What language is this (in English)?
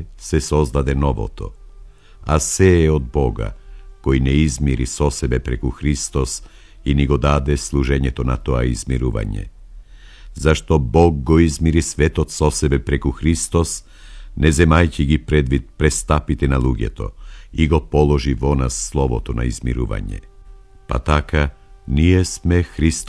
Macedonian